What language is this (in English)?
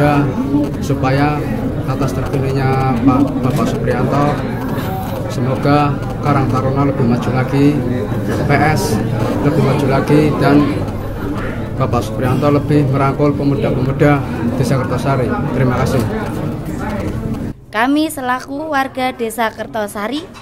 Indonesian